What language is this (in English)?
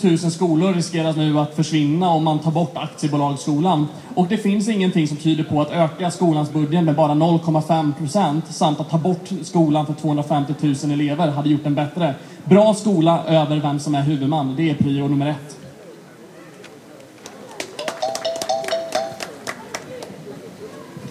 Swedish